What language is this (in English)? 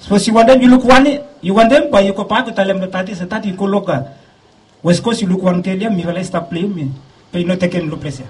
Bislama